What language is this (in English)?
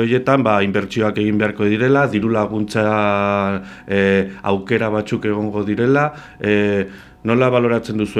Basque